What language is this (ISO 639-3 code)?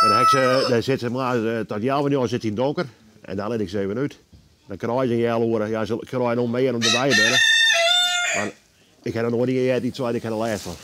fry